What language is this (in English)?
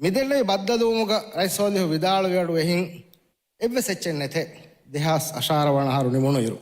Divehi